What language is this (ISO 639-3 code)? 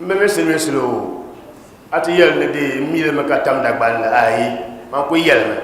dag